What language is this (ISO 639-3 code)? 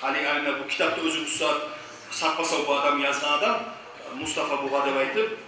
kum